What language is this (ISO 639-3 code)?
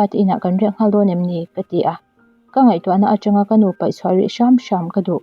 lus